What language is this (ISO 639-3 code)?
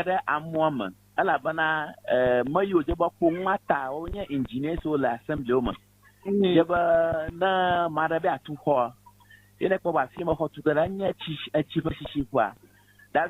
ewe